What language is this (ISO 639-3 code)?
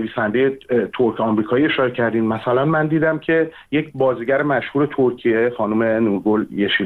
fas